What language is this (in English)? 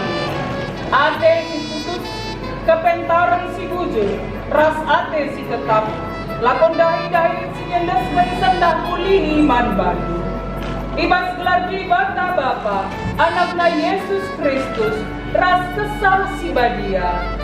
Batak Karo